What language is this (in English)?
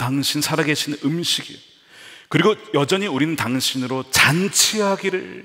Korean